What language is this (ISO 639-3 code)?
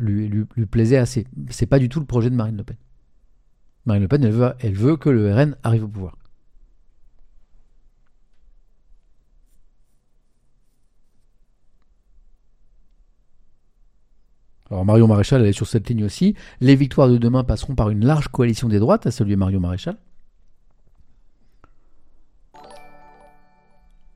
fra